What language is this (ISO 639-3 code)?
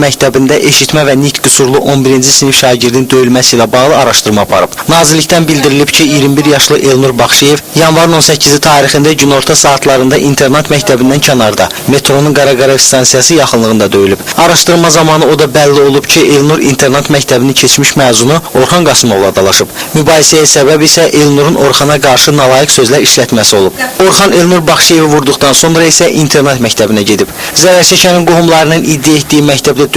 aze